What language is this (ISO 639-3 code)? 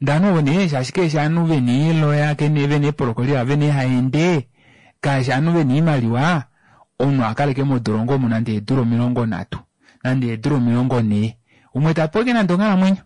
kua